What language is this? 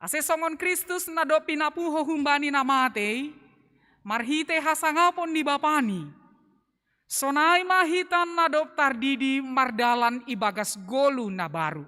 Batak Simalungun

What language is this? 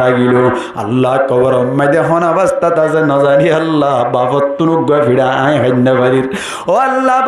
Rohingya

